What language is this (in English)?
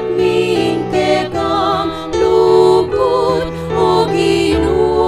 Pampanga